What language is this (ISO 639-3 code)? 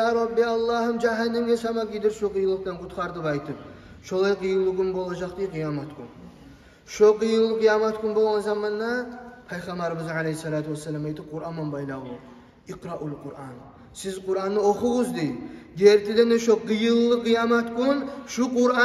kum